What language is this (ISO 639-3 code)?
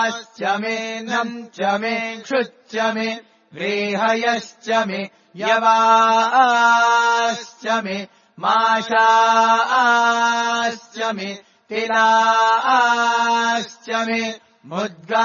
san